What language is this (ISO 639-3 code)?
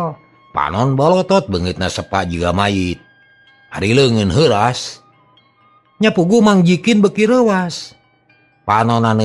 sun